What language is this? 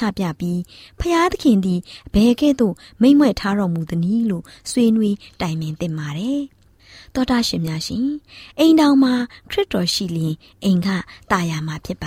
Burmese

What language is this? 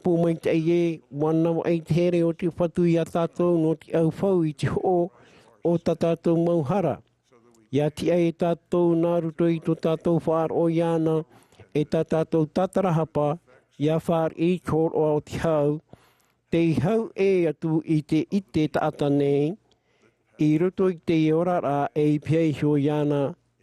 Tahitian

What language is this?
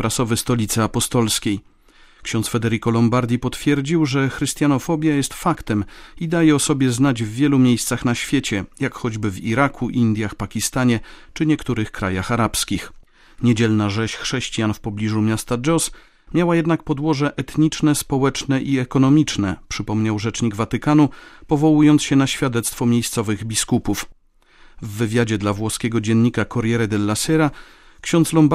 Polish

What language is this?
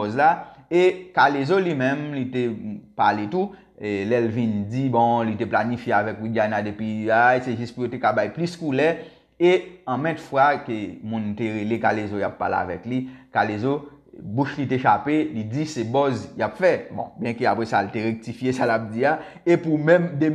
Haitian Creole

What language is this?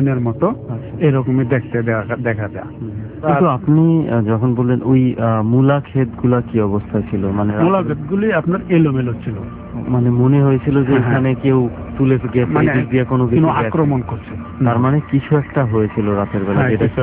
Bangla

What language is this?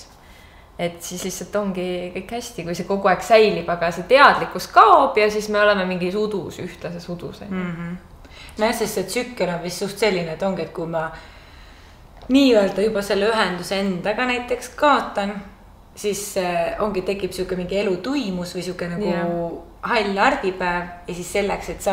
Estonian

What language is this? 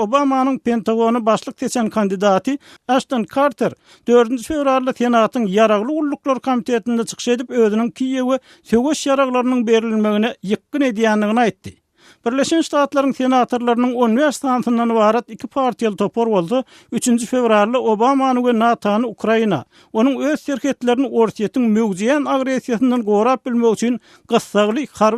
Turkmen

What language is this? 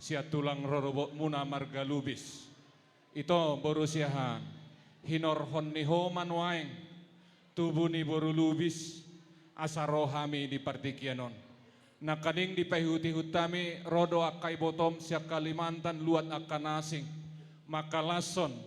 Batak Toba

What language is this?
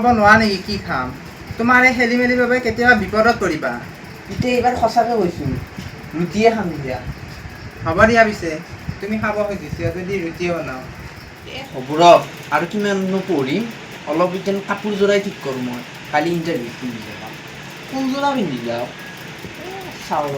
Assamese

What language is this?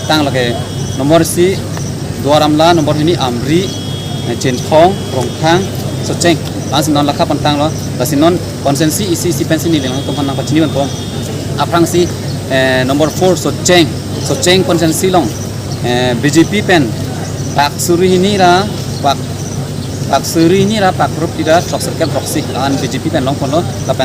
Karbi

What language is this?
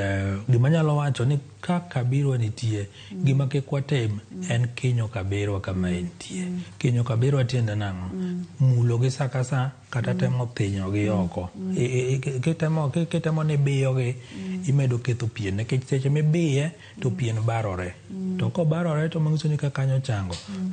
Luo (Kenya and Tanzania)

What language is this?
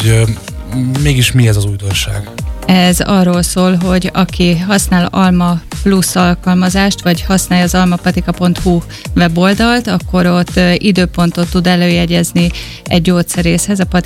Hungarian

